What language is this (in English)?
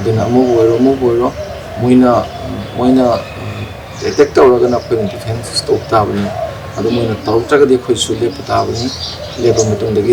Manipuri